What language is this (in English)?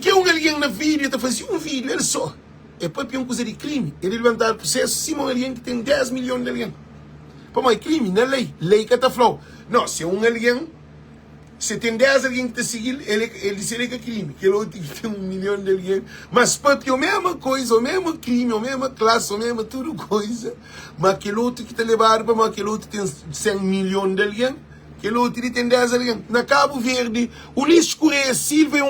Kabuverdianu